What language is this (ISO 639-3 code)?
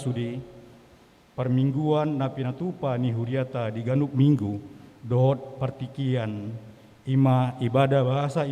bbc